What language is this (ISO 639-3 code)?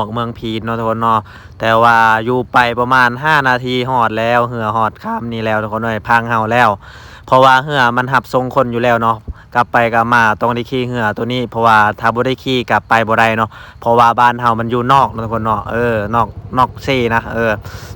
lao